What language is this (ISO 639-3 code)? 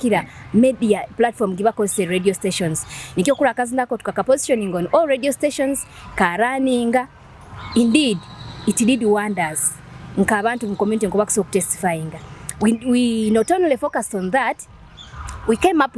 nyo